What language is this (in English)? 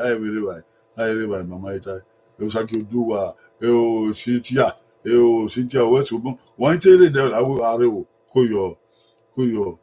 Bini